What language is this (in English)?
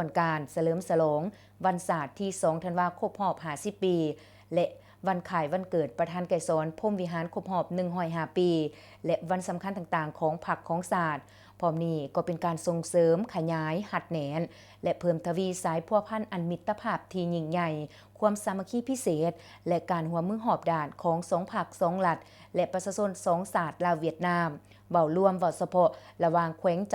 Lao